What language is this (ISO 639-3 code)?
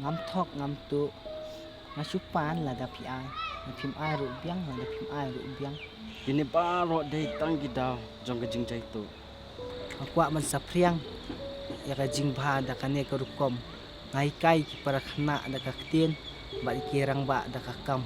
kha